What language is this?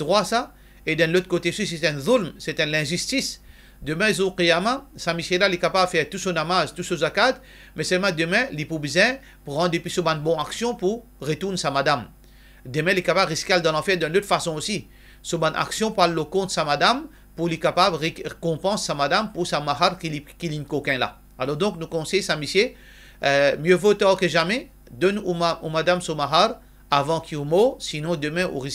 Morisyen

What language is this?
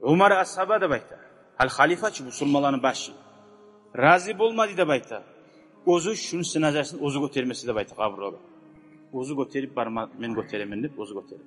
Kumyk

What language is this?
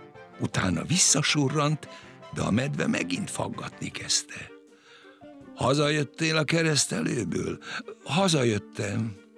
Hungarian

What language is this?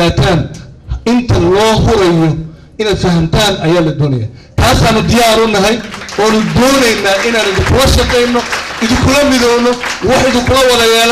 Somali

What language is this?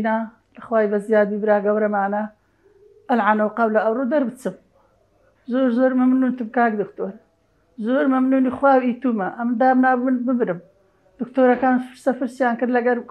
Central Kurdish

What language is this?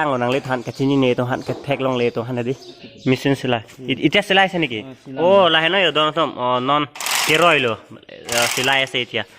Karbi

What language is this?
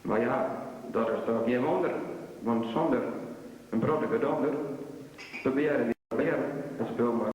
Western Frisian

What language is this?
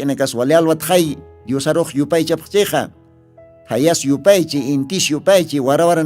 Aymara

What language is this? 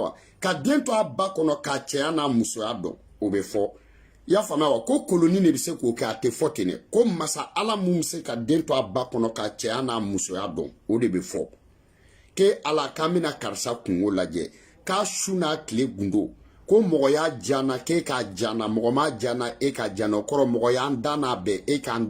Bambara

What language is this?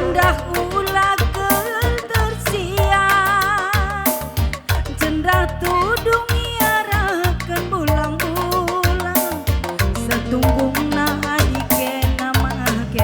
Batak Karo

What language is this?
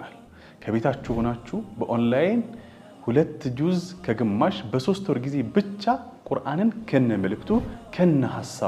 Amharic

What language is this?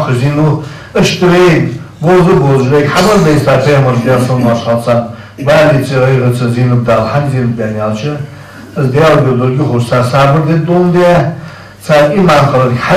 Ingush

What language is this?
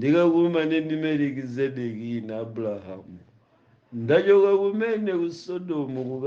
Nyanja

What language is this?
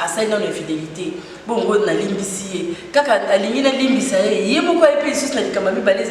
Lingala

